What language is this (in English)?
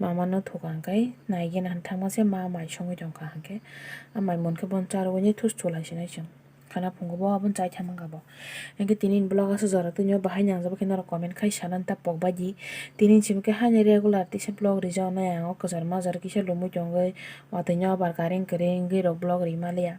Kok Borok